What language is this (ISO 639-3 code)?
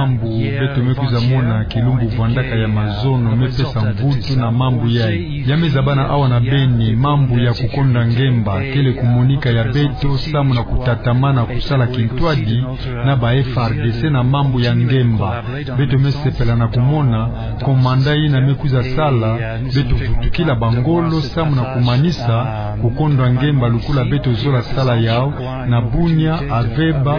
ktu